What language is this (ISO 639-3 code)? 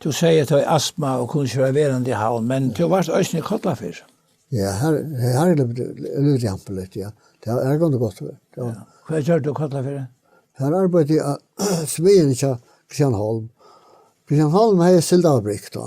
fao